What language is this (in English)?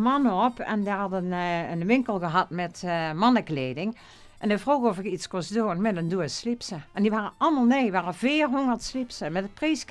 Limburgish